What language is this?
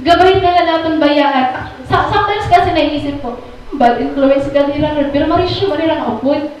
Waray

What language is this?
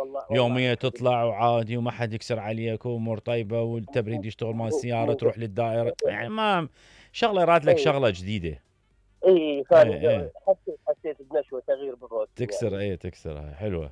Mesopotamian Arabic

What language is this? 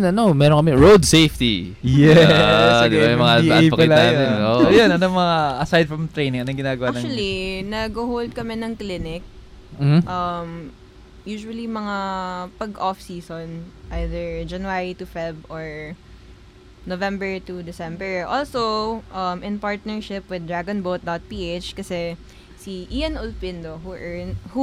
Filipino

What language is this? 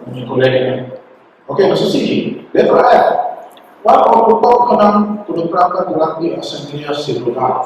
Papiamento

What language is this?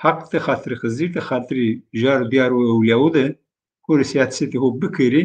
Zaza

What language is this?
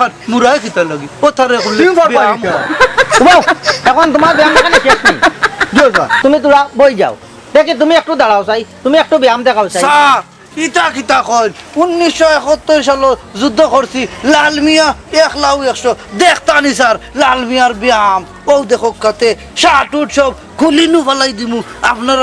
Sylheti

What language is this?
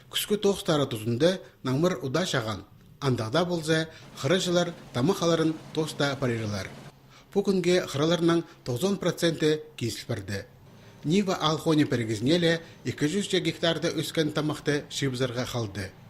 Khakas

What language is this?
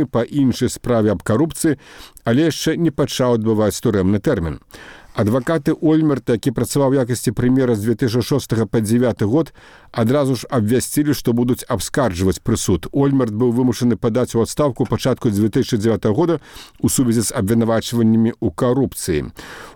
Belarusian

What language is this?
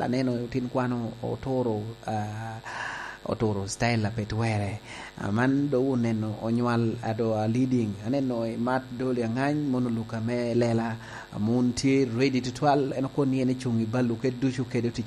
Lango (Uganda)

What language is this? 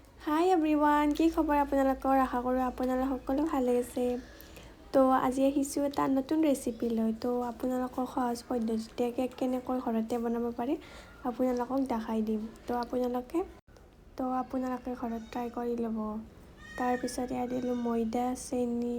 Assamese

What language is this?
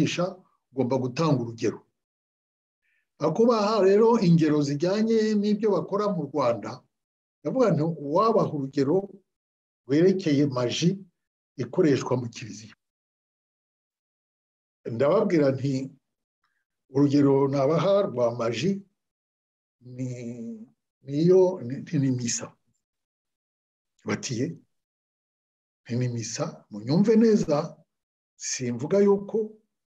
Kinyarwanda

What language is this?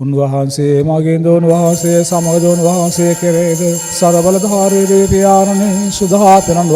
Sinhala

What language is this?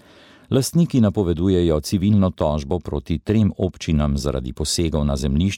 Slovenian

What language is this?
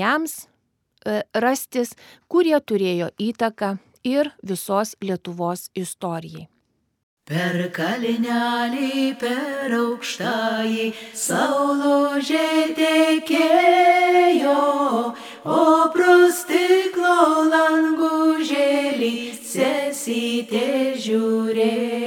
Lithuanian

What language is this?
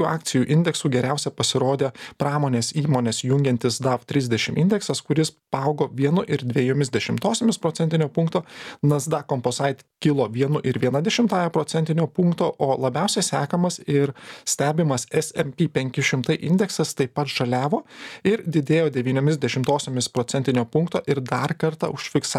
Lithuanian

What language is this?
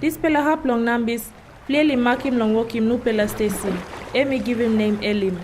Tok Pisin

